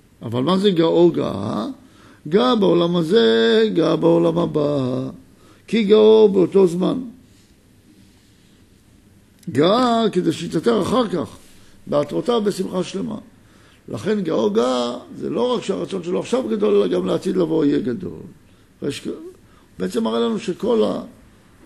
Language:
Hebrew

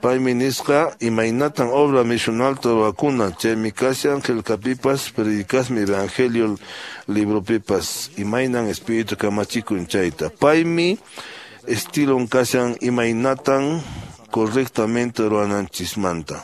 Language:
Quechua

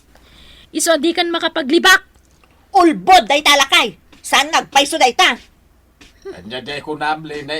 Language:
Iloko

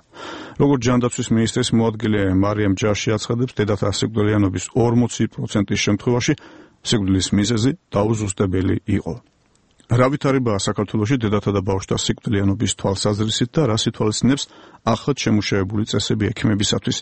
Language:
Georgian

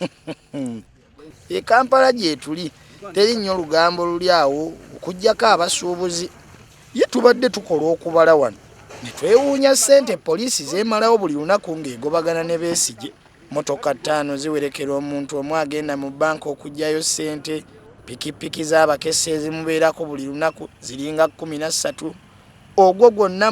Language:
Ganda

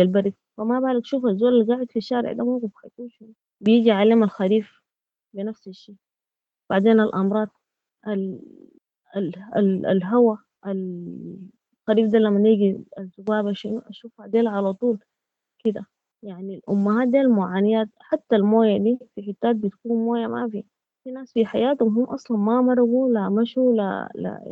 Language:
Sudanese Arabic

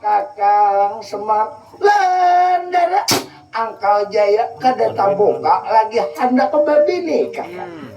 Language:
Banjar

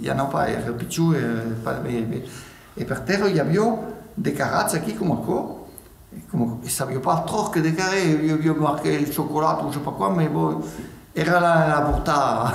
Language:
Occitan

